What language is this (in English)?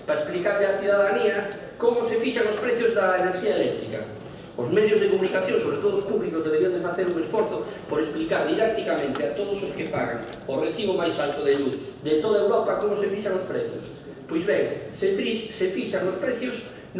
Galician